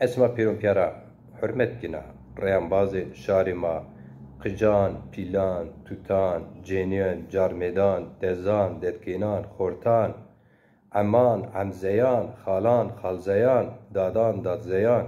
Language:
Zaza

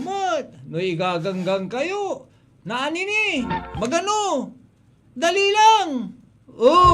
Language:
Pangasinan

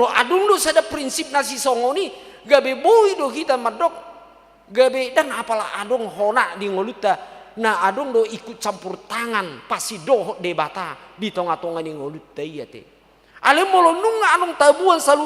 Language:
Batak Toba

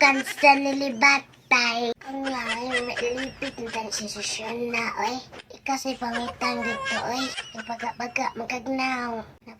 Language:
Cebuano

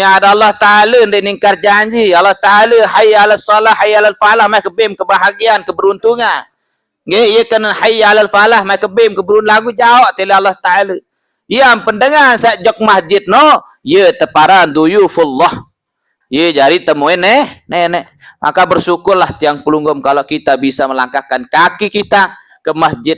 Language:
Sasak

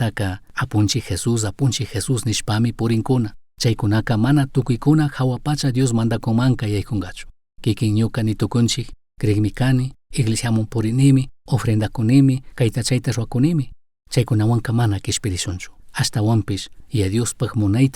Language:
Chimborazo Highland Quichua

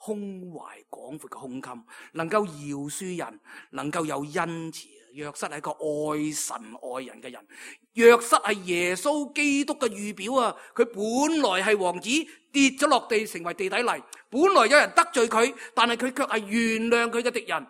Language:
Cantonese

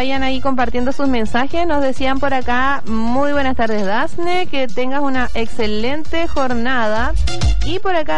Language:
Spanish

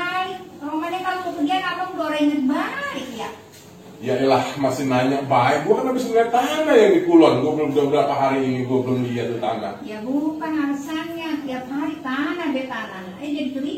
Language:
Betawi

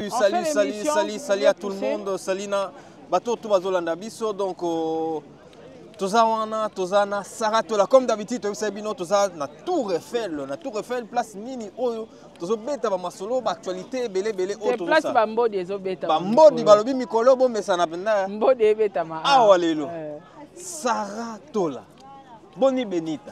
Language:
Lingala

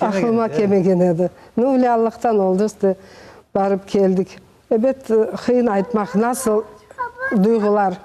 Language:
Crimean Tatar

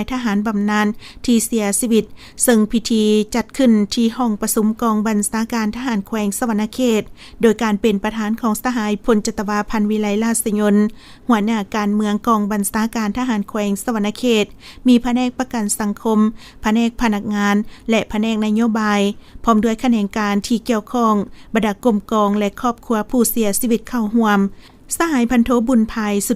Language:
Lao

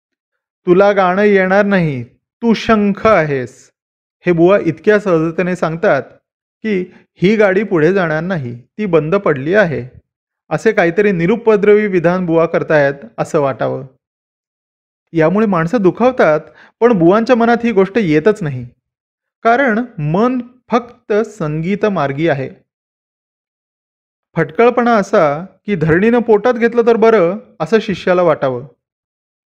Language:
Marathi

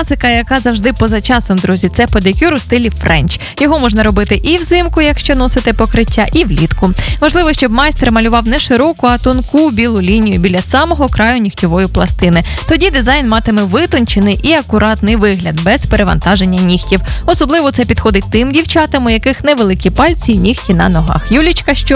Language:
Ukrainian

